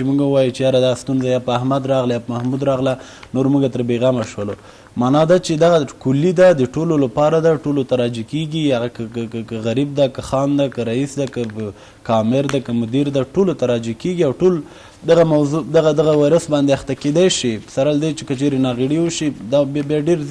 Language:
Pashto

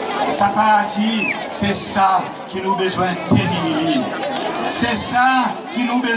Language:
Seselwa Creole French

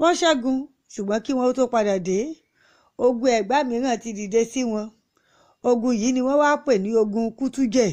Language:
Yoruba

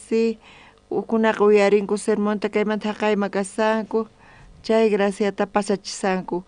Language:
South Bolivian Quechua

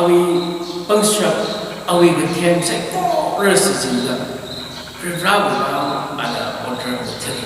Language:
Tangkhul Naga (India)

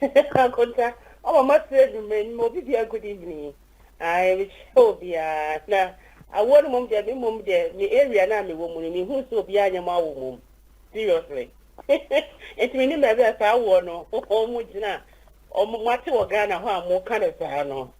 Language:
Akan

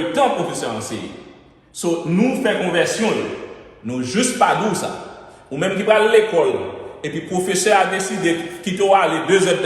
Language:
Haitian Creole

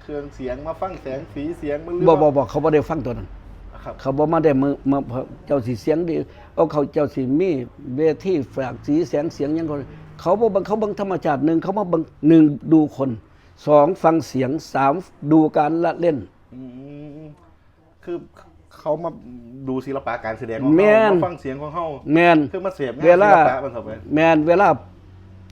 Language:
Northeastern Thai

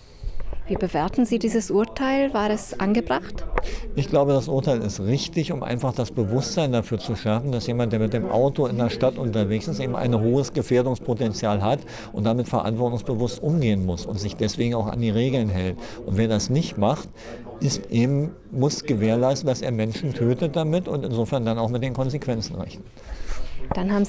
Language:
German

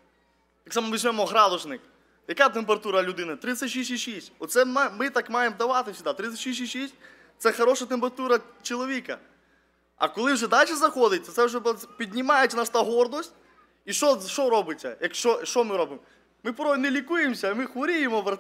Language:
Ukrainian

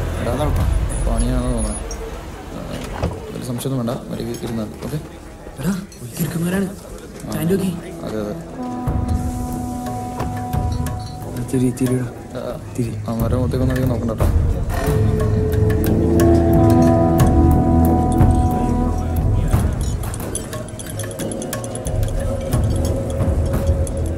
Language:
Malayalam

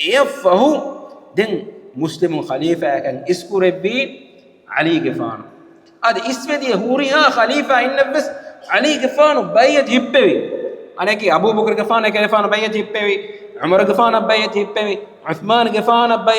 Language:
Divehi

